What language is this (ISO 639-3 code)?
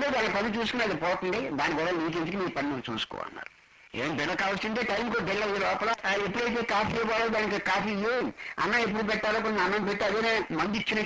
tel